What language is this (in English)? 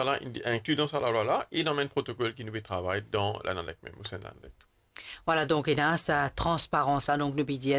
Morisyen